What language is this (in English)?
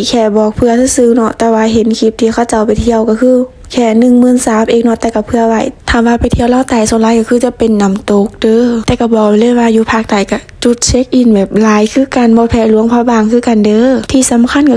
Lao